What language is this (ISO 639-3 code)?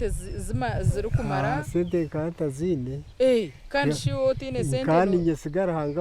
nyn